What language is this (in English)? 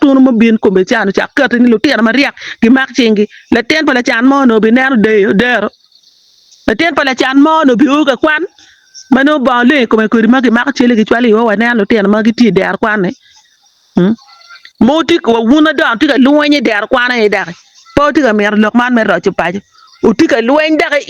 Acoli